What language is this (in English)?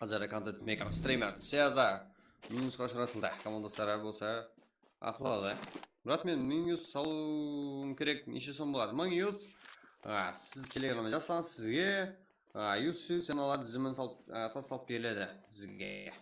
Kara-Kalpak